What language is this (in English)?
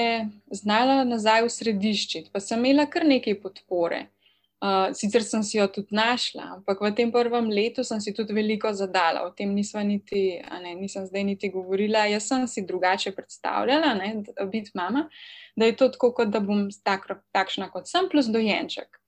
Slovenian